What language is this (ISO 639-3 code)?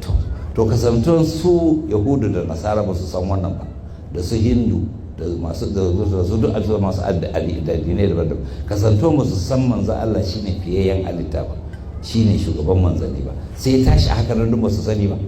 hau